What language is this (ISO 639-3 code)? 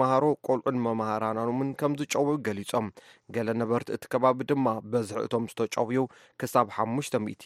tir